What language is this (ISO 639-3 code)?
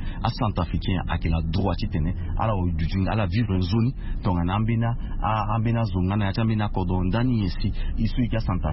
sag